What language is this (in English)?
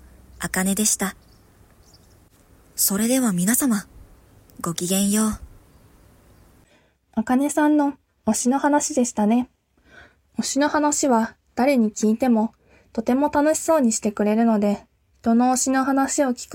Japanese